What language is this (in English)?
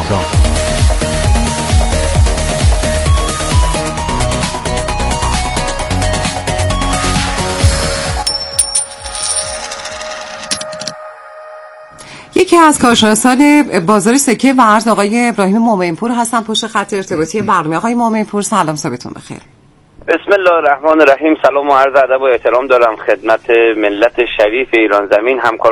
Persian